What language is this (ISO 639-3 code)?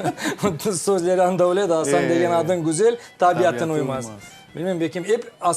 crh